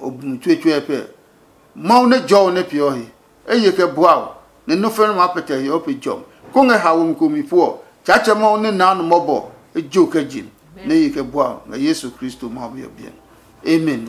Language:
Adangme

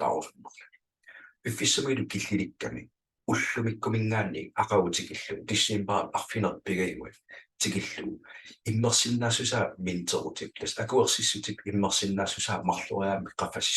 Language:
Kalaallisut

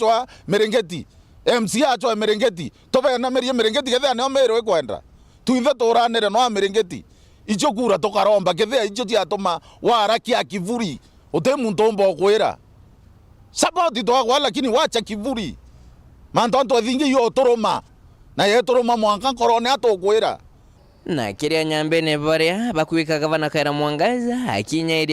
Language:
Meru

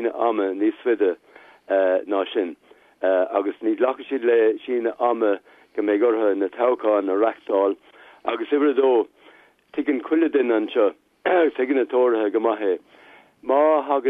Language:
Irish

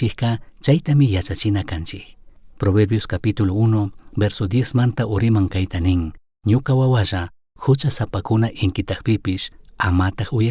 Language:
Chimborazo Highland Quichua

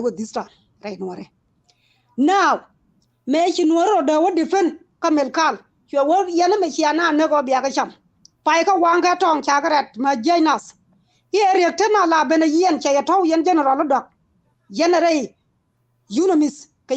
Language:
Nuer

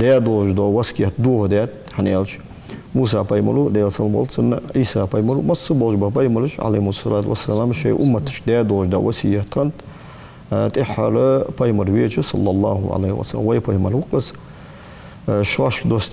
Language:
Ingush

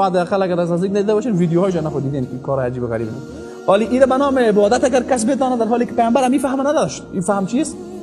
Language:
Persian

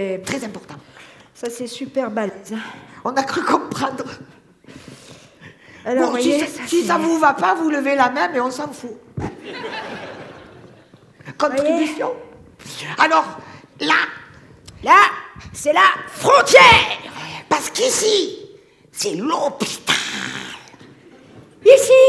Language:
French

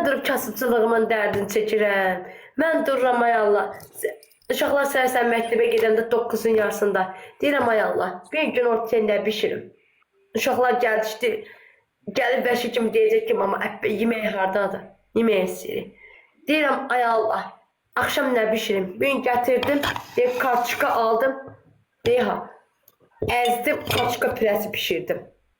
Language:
Azerbaijani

